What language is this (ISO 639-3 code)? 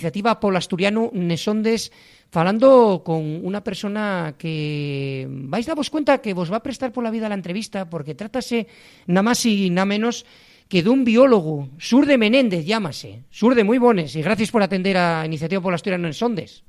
ast